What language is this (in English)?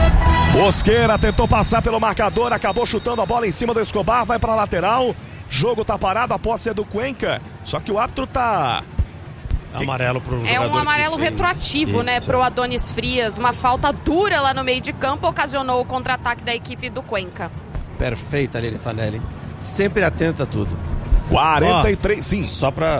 Portuguese